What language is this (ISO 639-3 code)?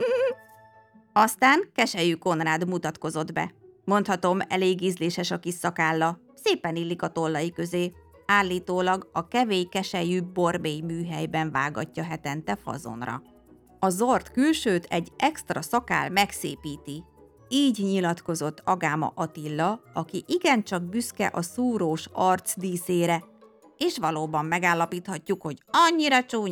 hun